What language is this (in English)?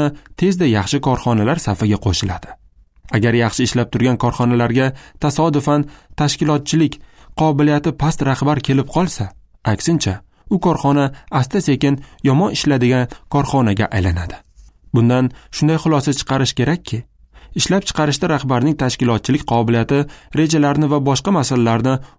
Uzbek